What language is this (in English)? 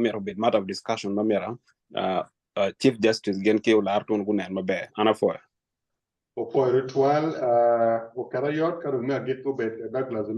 Acoli